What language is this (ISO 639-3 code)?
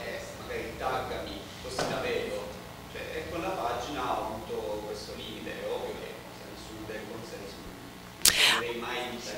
ita